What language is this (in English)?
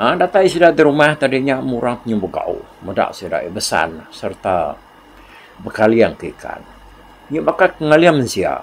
Iban